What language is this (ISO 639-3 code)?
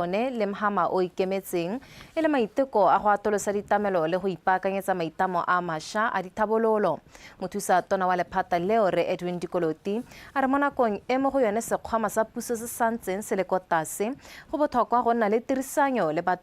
tsn